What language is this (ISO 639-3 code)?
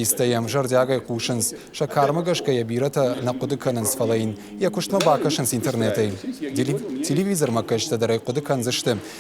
oss